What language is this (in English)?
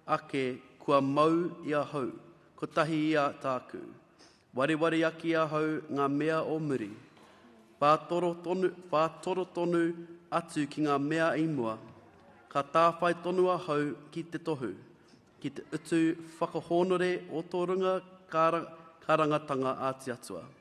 Māori